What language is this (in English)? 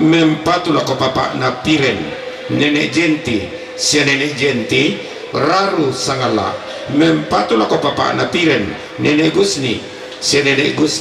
Toraja-Sa'dan